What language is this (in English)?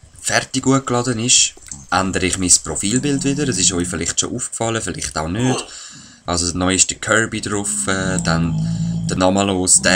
Swiss German